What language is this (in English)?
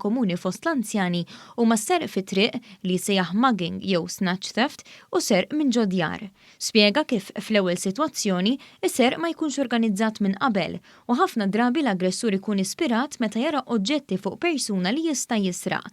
Maltese